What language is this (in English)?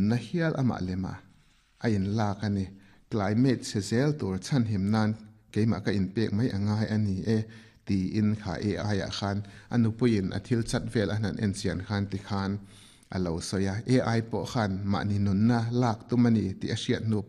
Mizo